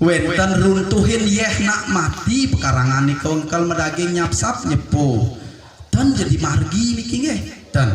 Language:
Balinese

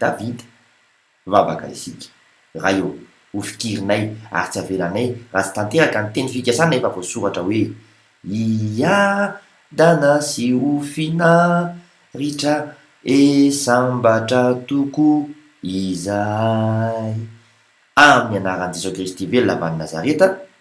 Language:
Malagasy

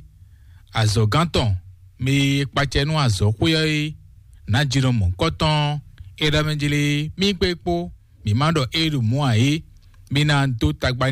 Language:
Fon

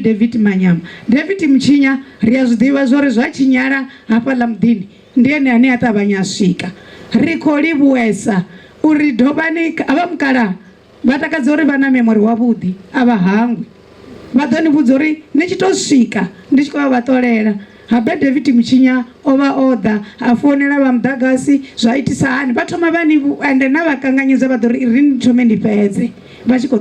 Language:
Venda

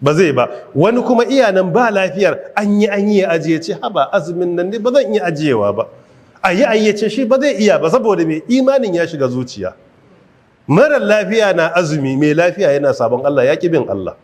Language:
Hausa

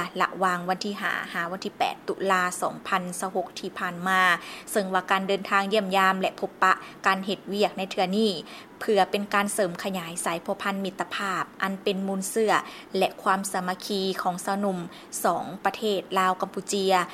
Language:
Lao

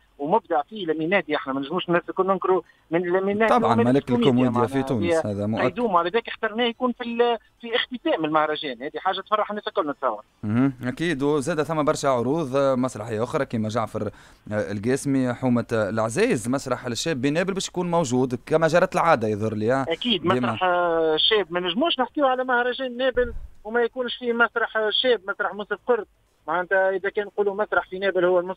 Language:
Tunisian Arabic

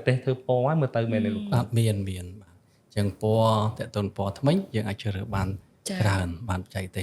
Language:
Khmer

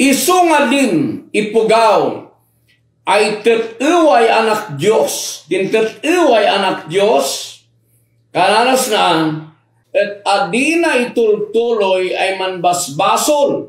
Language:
Kankanaey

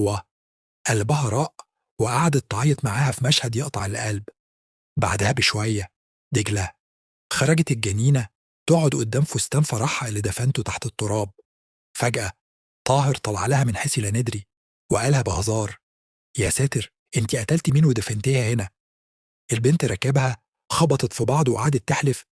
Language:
Egyptian Arabic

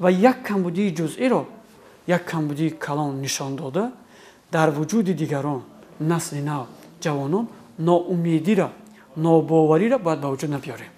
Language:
Tajik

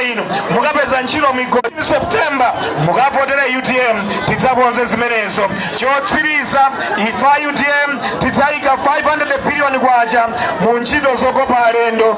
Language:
Nyanja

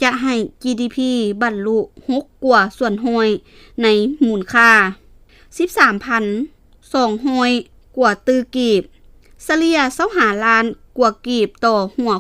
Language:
Lao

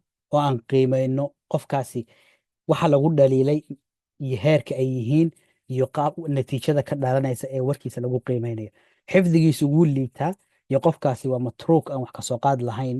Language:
Somali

